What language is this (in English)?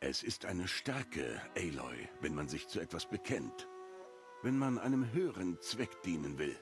Swiss German